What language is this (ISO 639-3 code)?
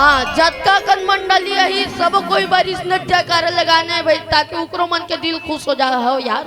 hne